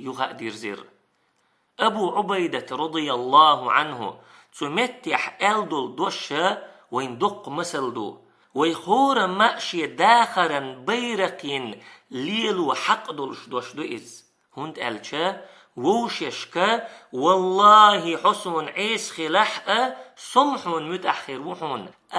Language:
Chechen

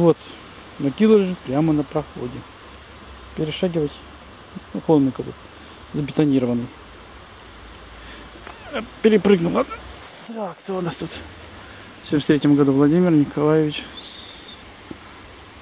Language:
Russian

